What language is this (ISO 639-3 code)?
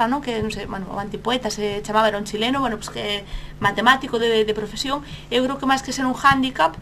glg